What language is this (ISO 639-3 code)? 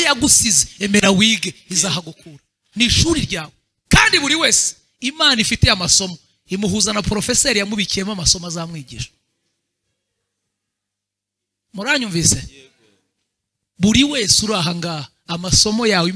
kin